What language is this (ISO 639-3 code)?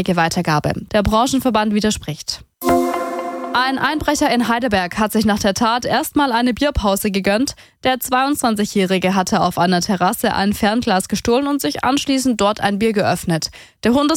deu